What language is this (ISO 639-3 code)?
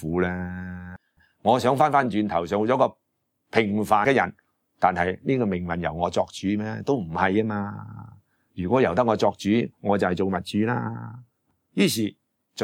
yue